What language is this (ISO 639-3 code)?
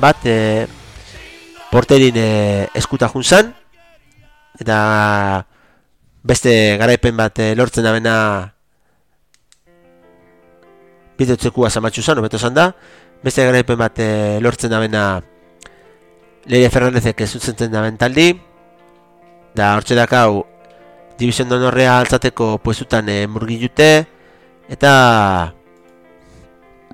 eus